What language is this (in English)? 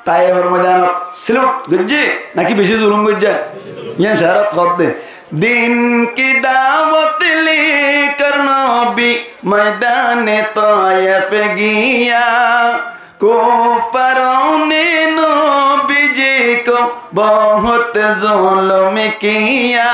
Rohingya